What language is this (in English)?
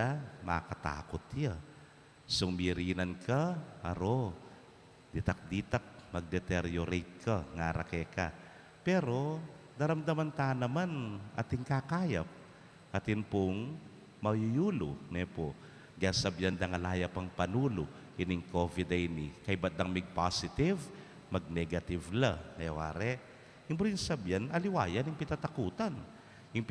Pampanga